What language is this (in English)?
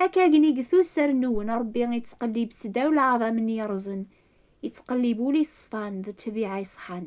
Kabyle